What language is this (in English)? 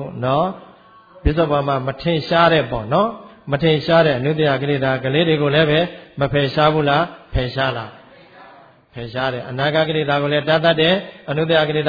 Burmese